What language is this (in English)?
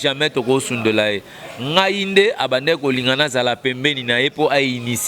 Lingala